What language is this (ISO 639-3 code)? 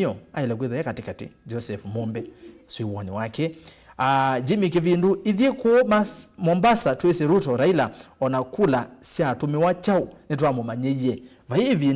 kam